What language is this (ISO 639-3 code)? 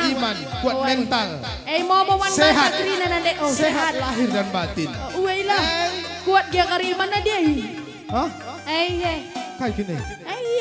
btx